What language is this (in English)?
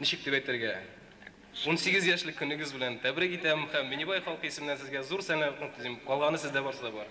Tatar